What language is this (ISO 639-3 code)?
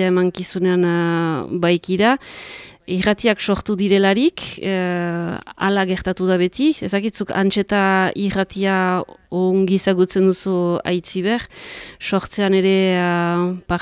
eus